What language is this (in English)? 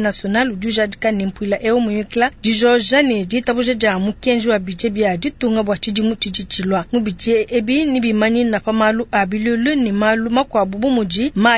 Luba-Lulua